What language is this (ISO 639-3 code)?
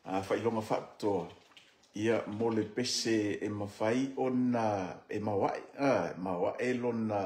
smo